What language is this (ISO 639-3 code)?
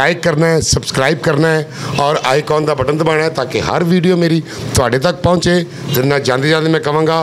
pan